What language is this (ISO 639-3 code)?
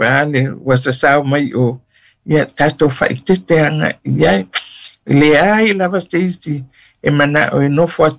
smo